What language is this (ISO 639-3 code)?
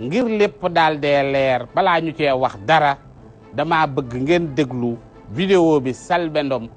wol